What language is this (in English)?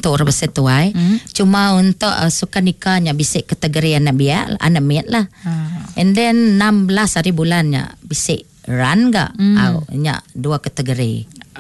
Iban